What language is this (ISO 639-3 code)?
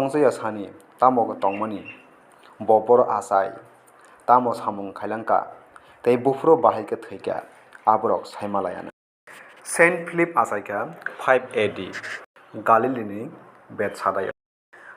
trp